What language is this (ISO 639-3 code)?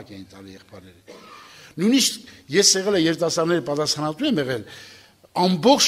hye